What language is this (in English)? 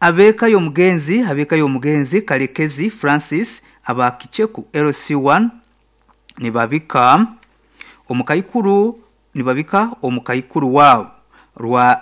Nyankole